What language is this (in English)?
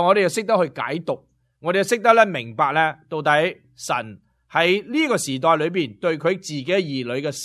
Cantonese